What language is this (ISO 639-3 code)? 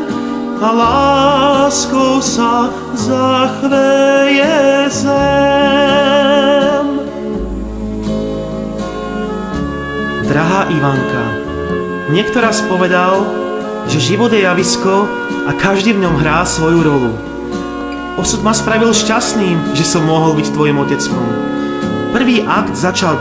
slk